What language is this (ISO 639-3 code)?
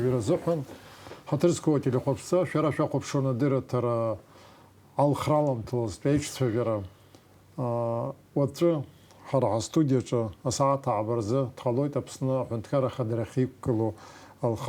abk